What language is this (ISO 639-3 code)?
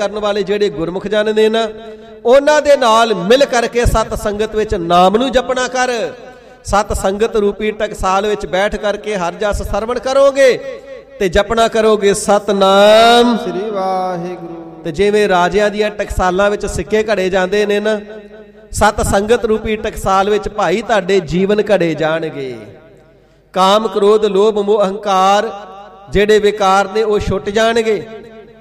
pan